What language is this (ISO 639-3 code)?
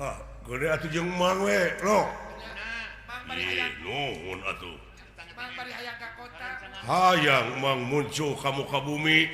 sun